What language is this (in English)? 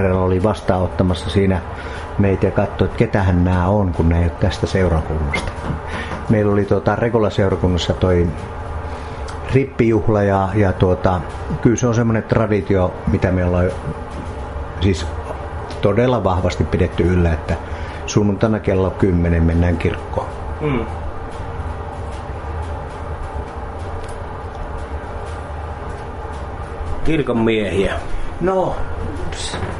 Finnish